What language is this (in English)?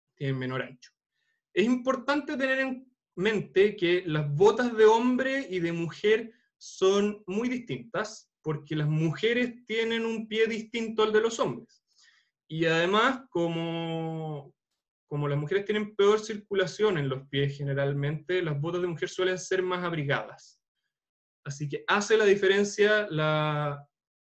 Spanish